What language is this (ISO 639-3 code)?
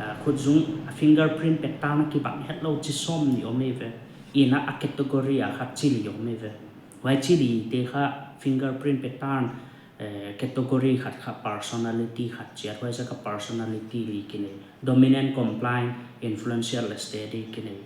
pck